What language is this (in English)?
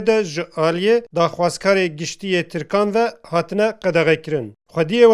Kurdish